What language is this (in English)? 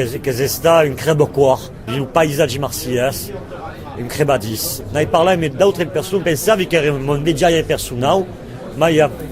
Occitan